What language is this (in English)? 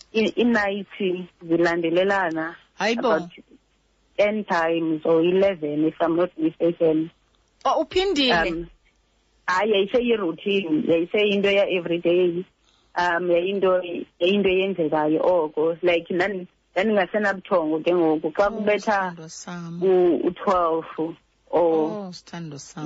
Xhosa